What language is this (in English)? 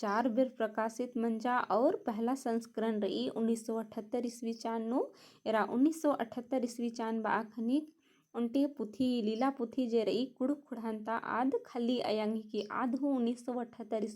Kurukh